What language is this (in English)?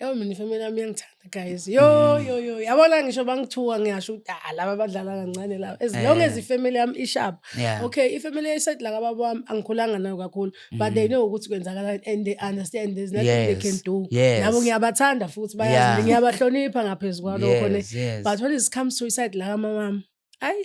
Zulu